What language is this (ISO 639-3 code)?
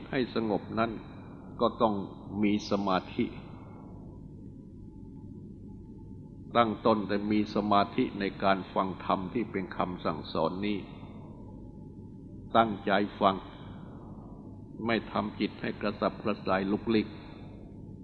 tha